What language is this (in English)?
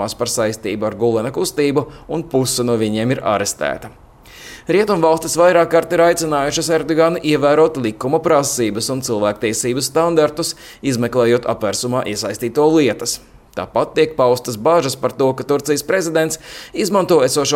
Latvian